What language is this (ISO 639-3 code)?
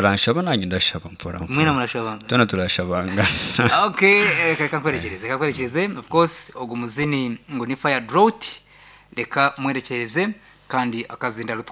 nyn